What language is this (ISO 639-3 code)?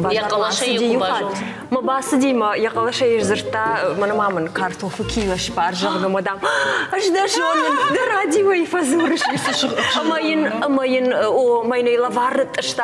oss